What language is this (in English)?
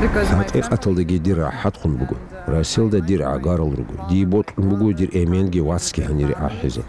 Avaric